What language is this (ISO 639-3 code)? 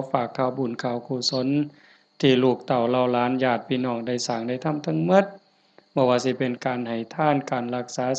tts